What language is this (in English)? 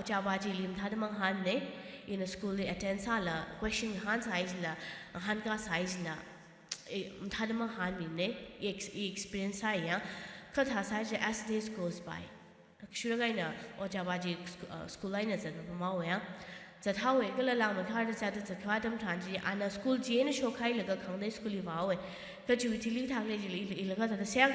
Tangkhul Naga (India)